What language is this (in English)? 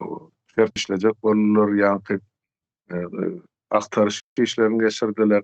Turkmen